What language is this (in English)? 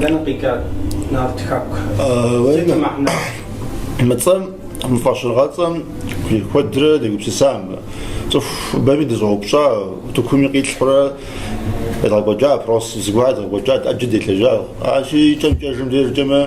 Kabardian